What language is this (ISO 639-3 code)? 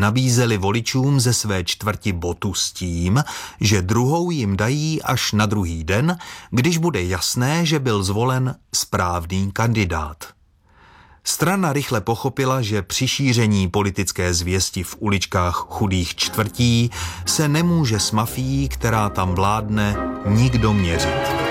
ces